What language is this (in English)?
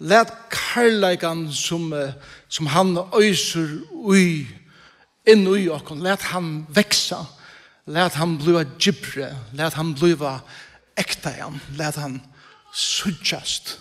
Faroese